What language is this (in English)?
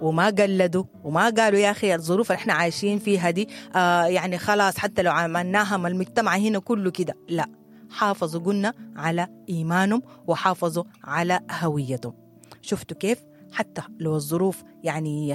Sudanese Arabic